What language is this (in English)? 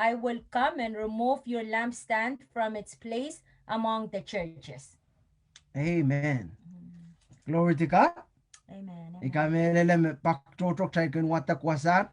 Pohnpeian